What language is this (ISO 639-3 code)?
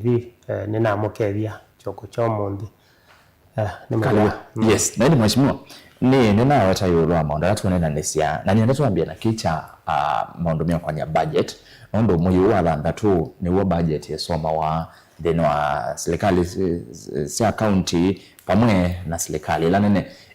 kam